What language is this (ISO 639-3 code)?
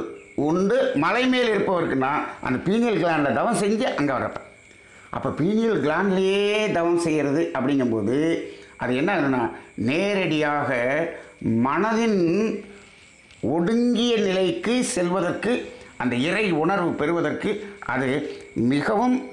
tam